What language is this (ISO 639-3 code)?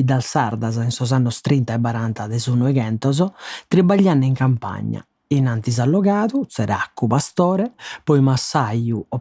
srd